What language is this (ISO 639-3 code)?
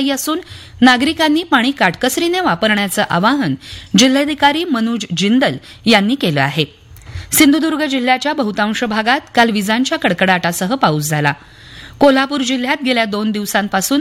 mar